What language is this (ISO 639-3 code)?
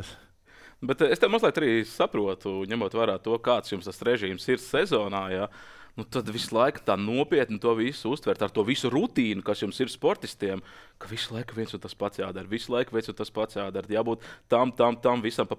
lav